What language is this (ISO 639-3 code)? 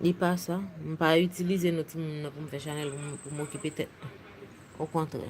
hat